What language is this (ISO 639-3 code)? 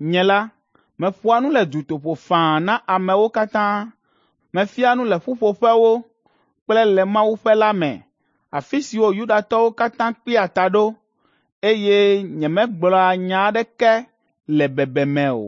ewe